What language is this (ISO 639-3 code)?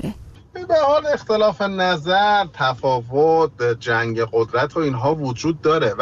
fas